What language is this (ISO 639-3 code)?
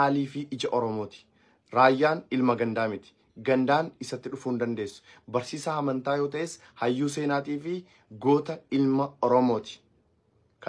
orm